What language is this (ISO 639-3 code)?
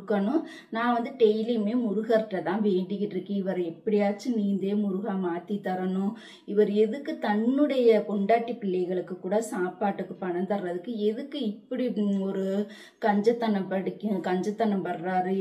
tam